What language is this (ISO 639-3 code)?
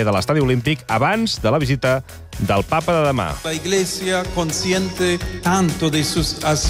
cat